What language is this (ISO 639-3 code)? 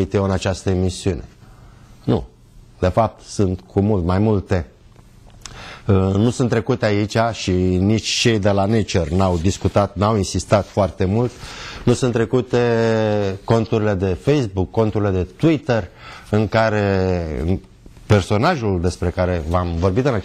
ron